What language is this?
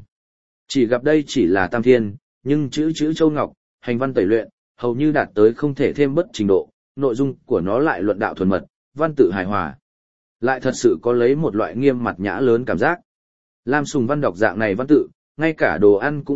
Vietnamese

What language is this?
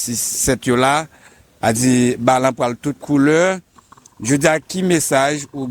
Haitian Creole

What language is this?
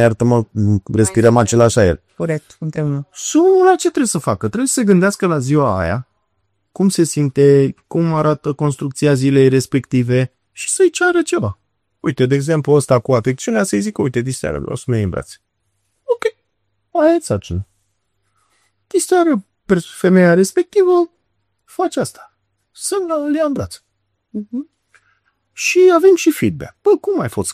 Romanian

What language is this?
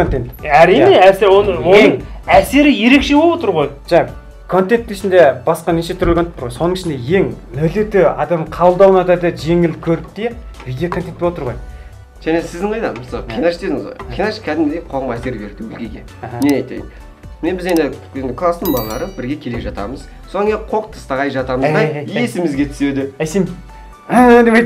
Kazakh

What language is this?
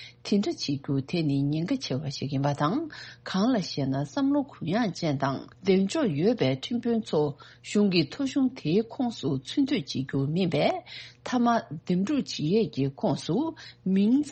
Tibetan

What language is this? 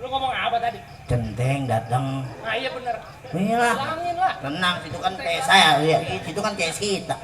Betawi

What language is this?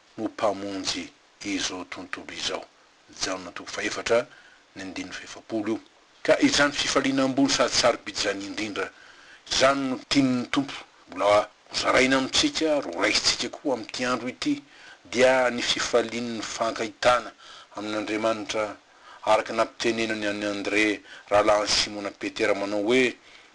Malagasy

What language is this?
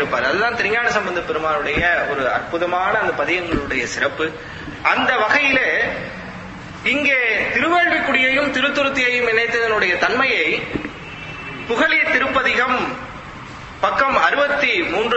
Tamil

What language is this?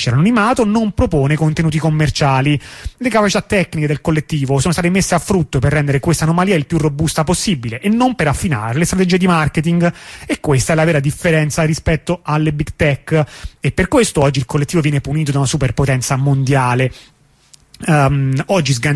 Italian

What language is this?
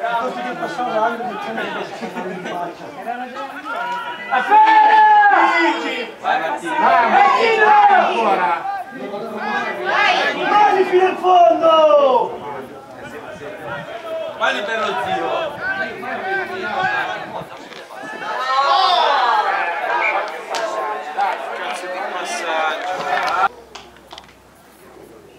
Italian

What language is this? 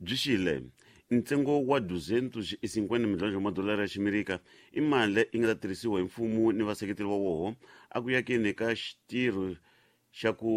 Tsonga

